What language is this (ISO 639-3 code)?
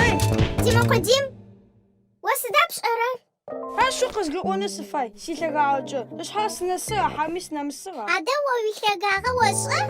ady